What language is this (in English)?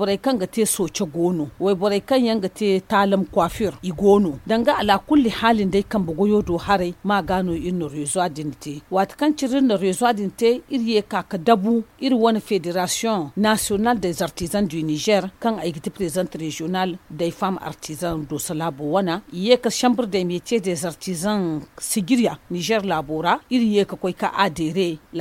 Zarma